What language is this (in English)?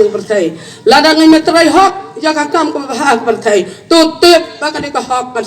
Khasi